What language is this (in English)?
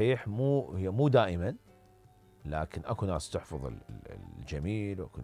Mesopotamian Arabic